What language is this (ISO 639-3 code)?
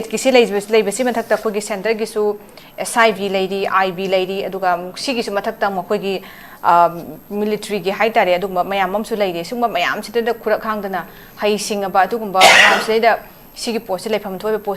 mni